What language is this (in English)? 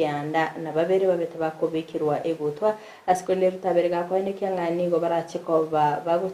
Gusii